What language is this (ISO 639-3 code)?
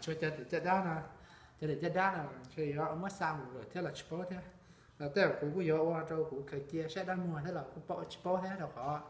hmn